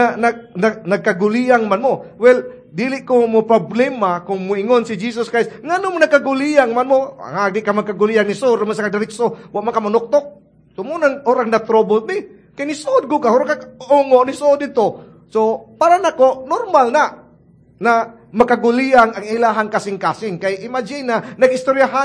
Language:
Cebuano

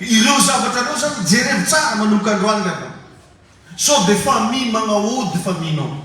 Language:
Malagasy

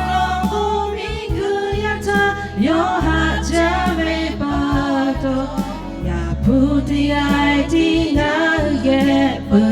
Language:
Lahu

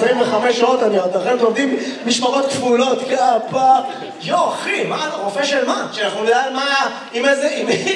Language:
Hebrew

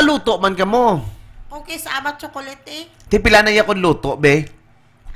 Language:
Hiligaynon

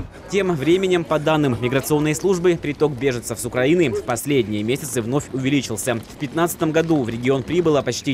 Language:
Russian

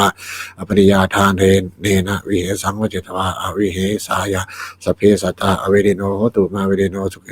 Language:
Pali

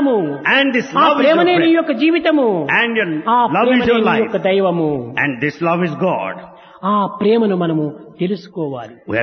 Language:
Telugu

